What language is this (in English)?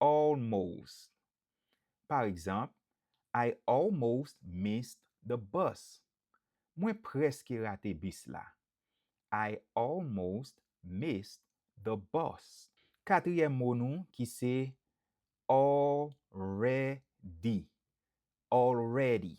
Haitian Creole